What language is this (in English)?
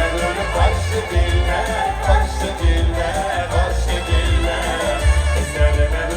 Bashkir